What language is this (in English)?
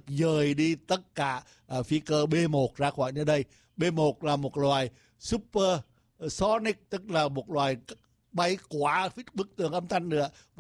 Vietnamese